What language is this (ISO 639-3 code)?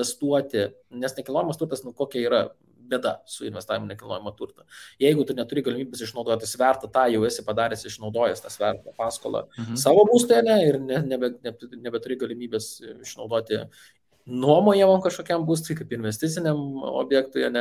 lit